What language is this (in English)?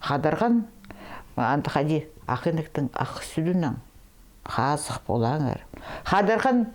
Khakas